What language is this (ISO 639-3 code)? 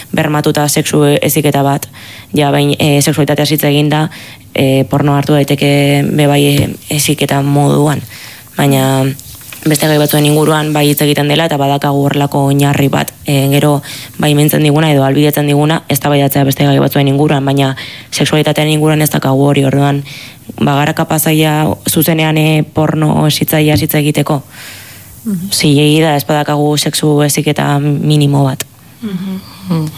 eus